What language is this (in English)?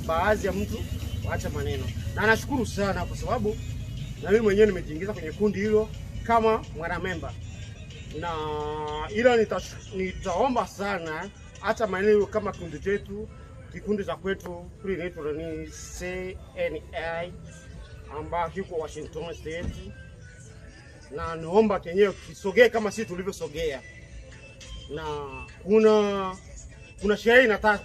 Swahili